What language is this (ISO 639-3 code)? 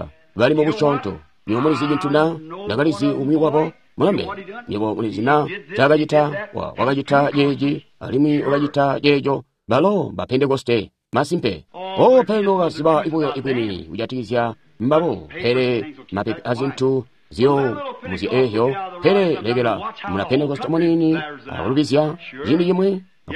toi